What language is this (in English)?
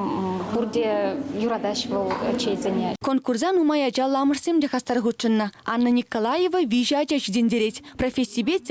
Chuvash